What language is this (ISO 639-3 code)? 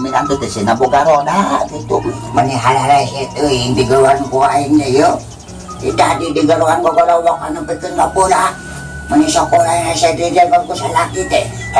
sun